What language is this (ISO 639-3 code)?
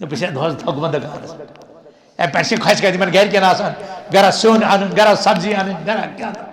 kas